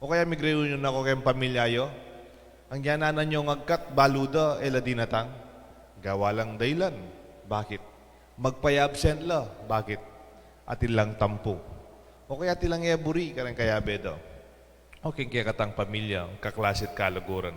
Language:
Pampanga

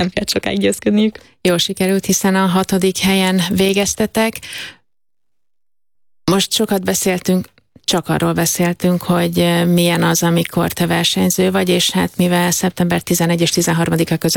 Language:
Hungarian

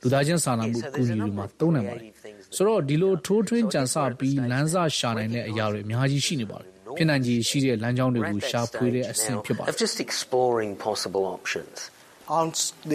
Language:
Burmese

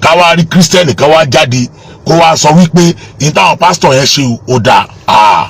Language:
Yoruba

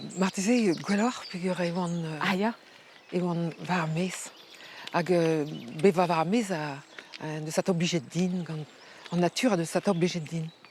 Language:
Breton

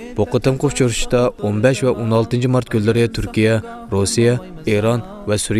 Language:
Uyghur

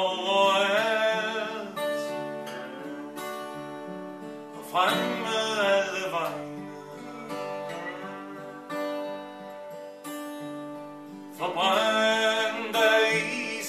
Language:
Danish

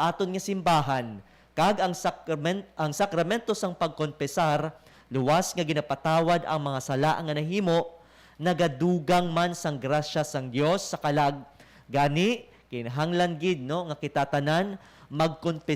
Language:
Hiligaynon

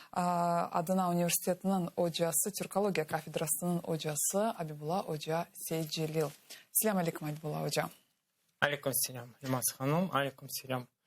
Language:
Crimean Tatar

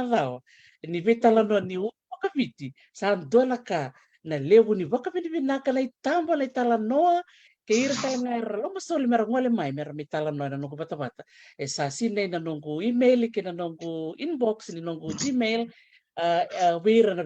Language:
Fijian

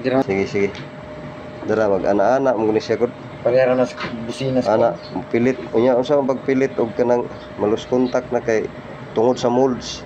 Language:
Cebuano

